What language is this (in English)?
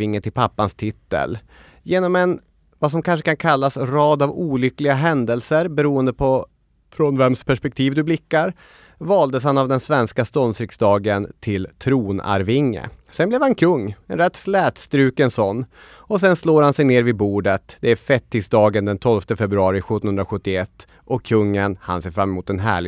Swedish